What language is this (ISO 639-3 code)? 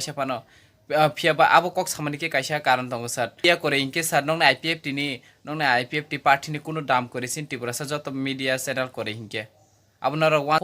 trp